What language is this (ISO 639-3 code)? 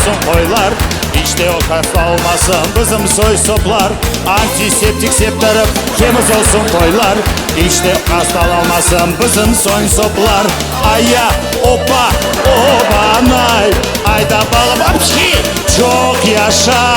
crh